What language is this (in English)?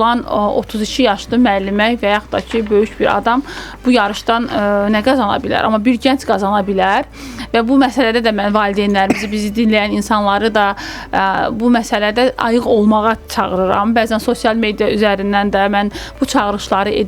Azerbaijani